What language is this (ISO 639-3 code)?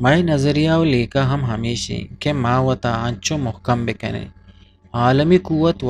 bgp